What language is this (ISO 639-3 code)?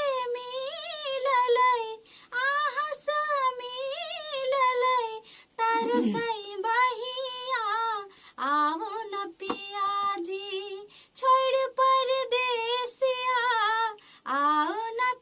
mai